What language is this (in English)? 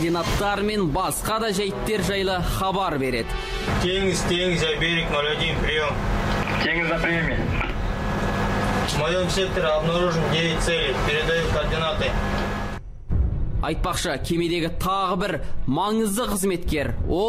Kazakh